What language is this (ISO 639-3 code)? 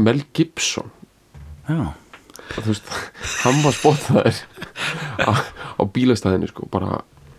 isl